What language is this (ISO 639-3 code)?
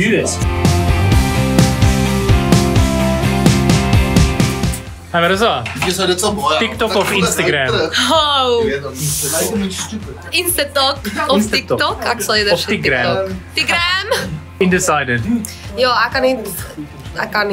afr